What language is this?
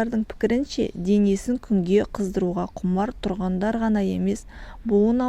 Kazakh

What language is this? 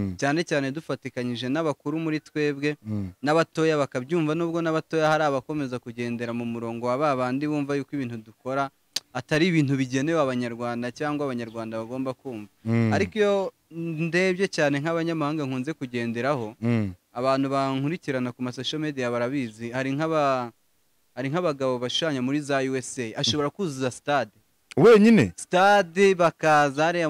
Kinyarwanda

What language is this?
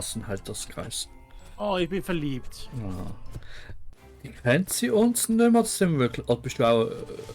Swiss German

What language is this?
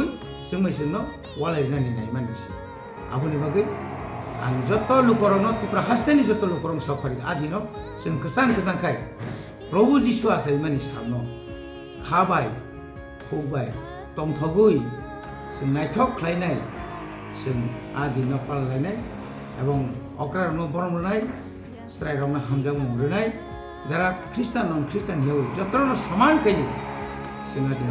Kok Borok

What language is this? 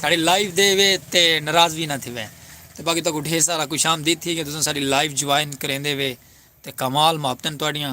Saraiki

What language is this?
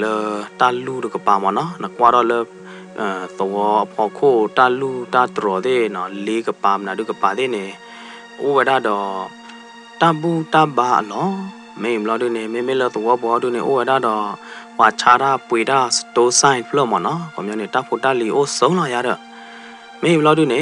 S'gaw Karen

